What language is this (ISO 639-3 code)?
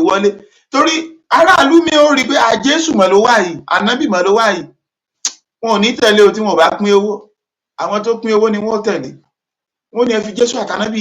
yor